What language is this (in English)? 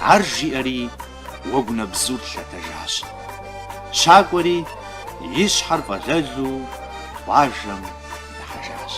Kabardian